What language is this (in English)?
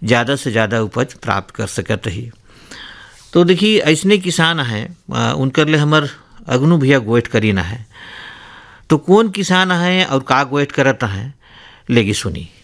Bhojpuri